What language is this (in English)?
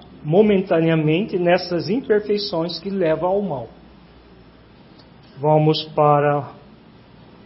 Portuguese